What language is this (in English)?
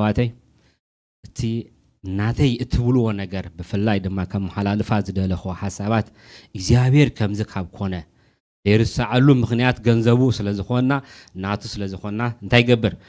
Tigrinya